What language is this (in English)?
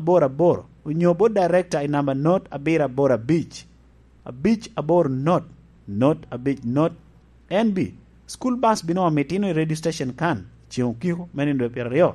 Lango (Uganda)